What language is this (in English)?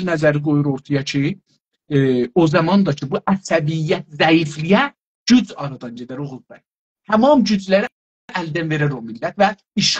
South Azerbaijani